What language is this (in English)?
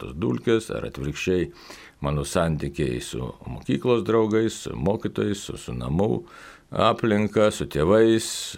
Lithuanian